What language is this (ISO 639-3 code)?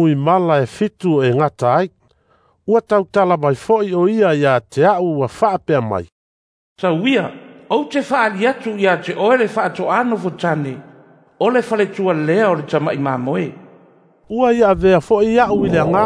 smo